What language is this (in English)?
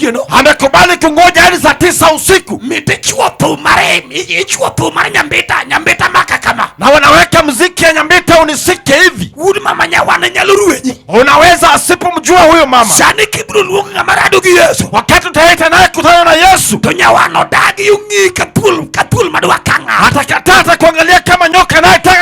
Luo (Kenya and Tanzania)